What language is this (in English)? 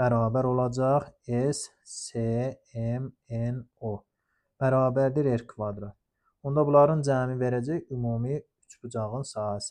Azerbaijani